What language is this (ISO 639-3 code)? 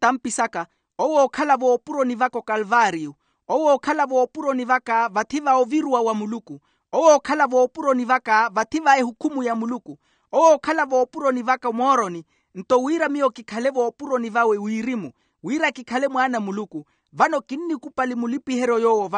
vmw